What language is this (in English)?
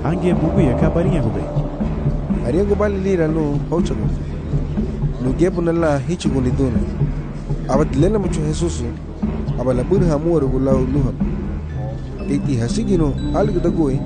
Garifuna